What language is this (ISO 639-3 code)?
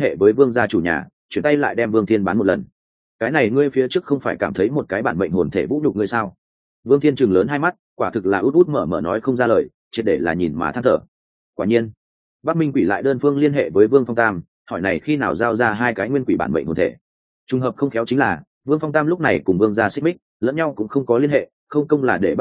vie